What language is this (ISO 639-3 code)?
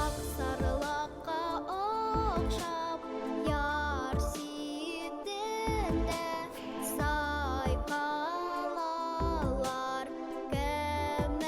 bak